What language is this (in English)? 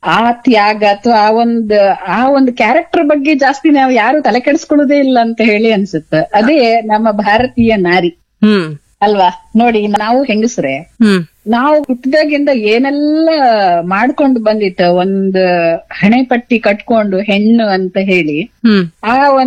Kannada